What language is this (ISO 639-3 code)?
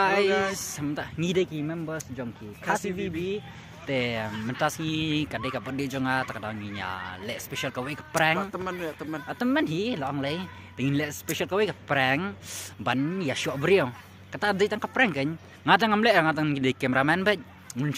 kha